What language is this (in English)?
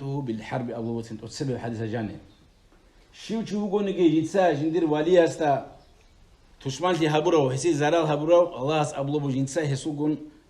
Avaric